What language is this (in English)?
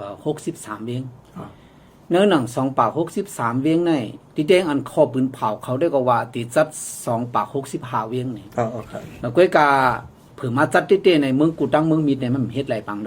Shan